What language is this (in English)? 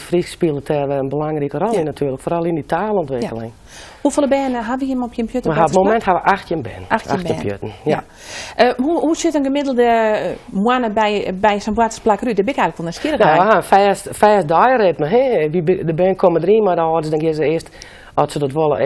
Western Frisian